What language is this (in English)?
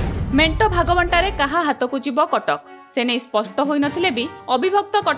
Odia